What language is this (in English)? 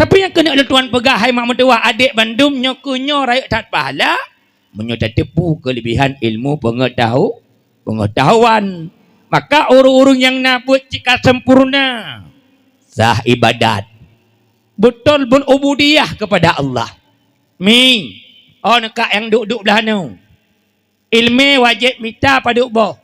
Achinese